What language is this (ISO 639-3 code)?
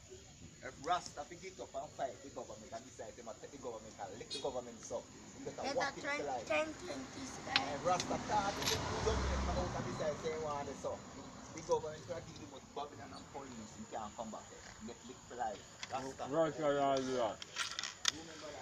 jam